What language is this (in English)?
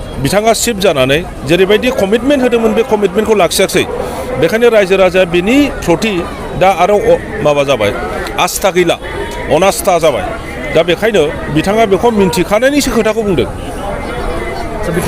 Bodo